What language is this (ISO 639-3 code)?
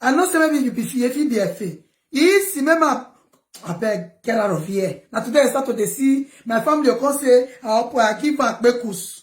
pcm